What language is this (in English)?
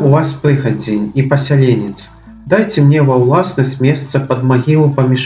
Belarusian